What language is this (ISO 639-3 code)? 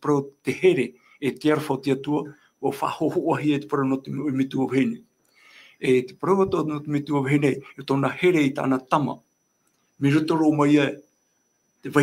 tah